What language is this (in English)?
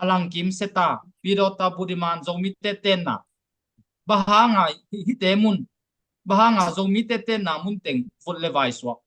Tedim Chin